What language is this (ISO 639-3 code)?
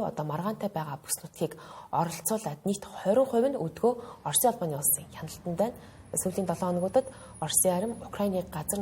mon